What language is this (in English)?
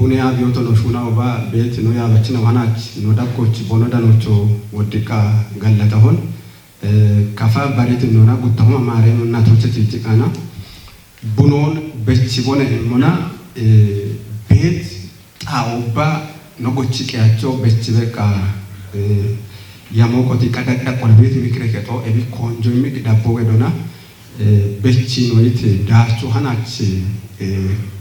Kafa